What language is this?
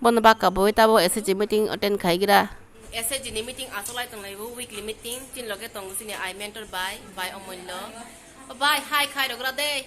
Kok Borok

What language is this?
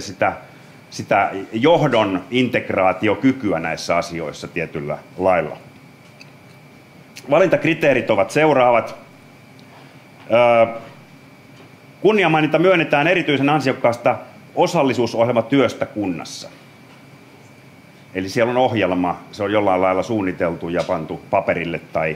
Finnish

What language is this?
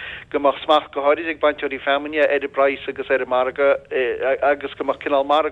Irish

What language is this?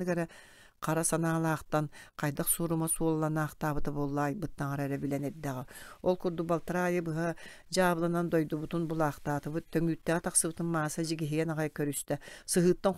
Yakut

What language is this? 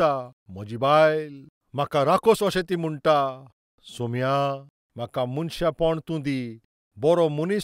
Konkani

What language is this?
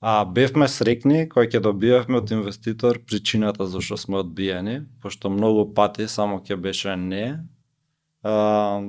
Macedonian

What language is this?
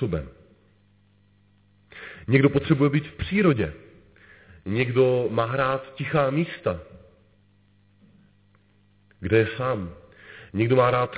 Czech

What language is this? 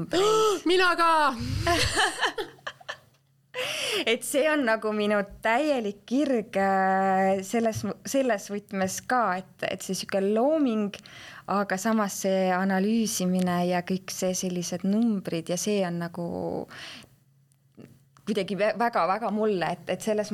Estonian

